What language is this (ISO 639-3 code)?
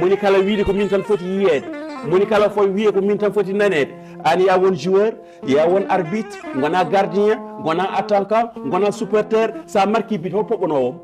ful